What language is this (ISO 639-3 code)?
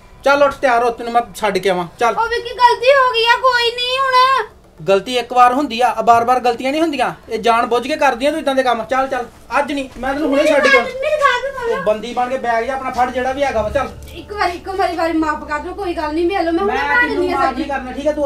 pan